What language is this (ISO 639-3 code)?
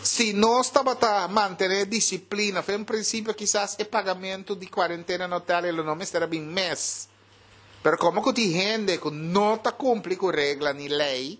pap